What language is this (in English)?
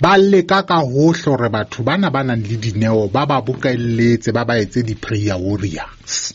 Southern Sotho